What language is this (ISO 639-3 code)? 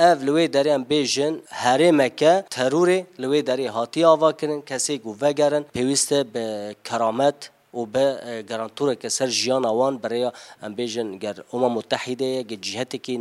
kur